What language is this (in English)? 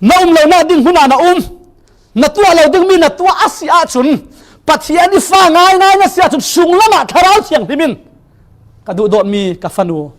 Falam Chin